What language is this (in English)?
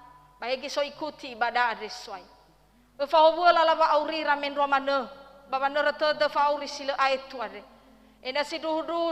Nias